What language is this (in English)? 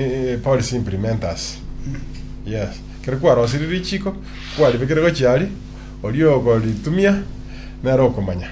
Gusii